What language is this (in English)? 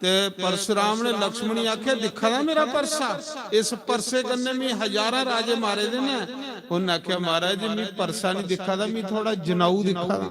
Dogri